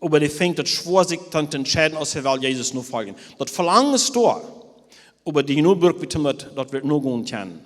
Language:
Plautdietsch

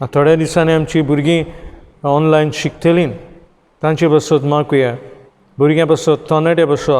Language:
Konkani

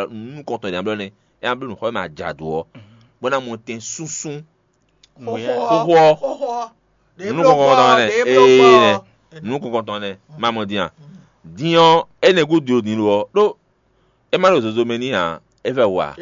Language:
Fon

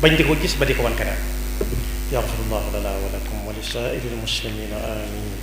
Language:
Wolof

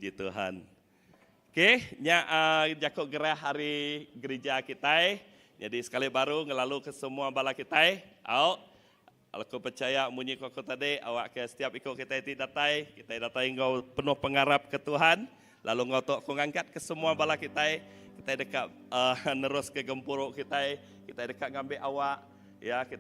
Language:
Iban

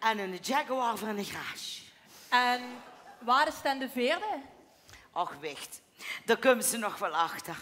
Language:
Limburgish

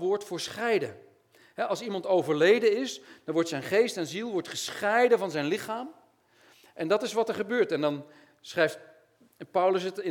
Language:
Dutch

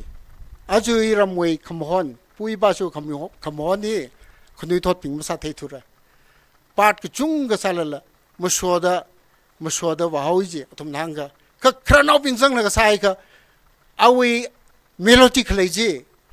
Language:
Tangkhul Naga (India)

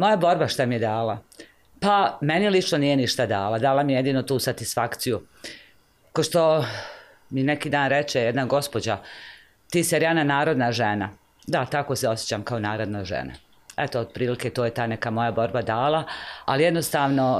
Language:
Bosnian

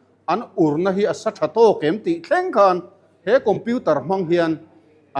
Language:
Mizo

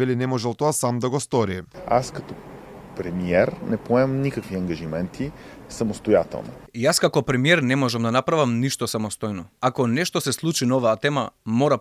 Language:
Macedonian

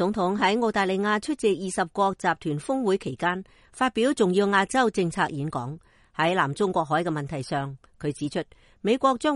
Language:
Cantonese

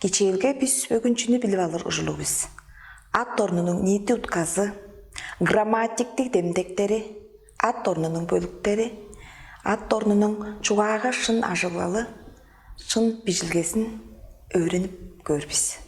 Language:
Tuvinian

